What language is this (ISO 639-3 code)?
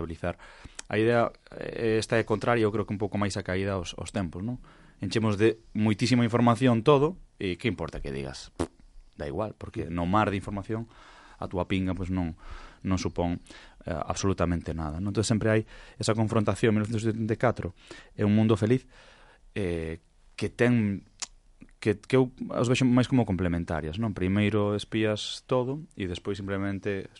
glg